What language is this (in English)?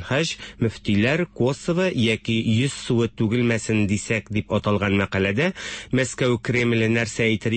Tatar